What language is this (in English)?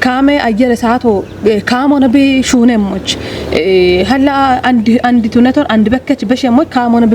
Kafa